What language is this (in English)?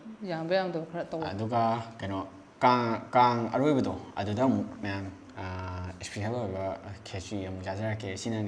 Manipuri